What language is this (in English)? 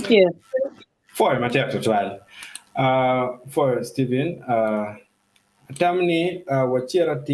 Acoli